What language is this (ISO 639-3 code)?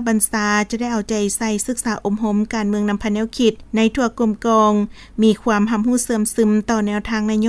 lao